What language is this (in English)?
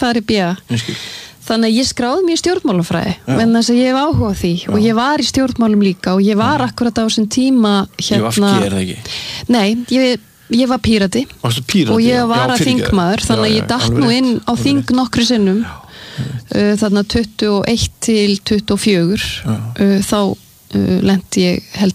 Icelandic